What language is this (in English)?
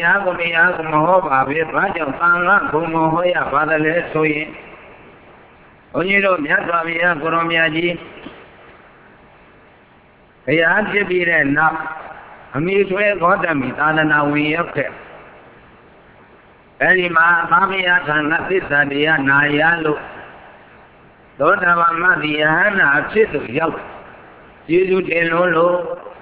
Burmese